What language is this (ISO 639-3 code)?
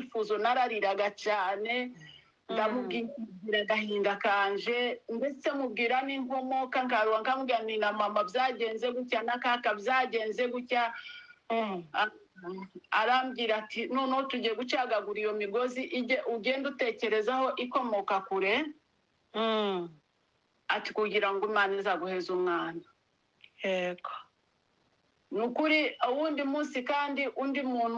kin